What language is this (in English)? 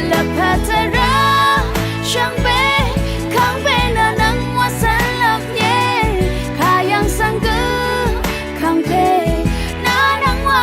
Rawang